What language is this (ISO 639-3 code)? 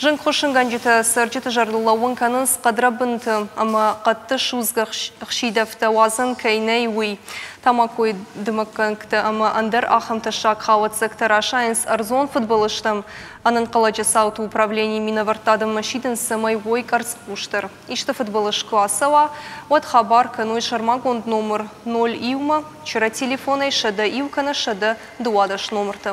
oss